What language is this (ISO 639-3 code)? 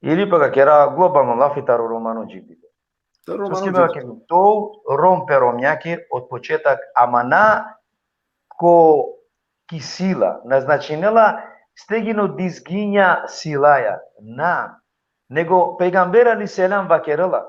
rmn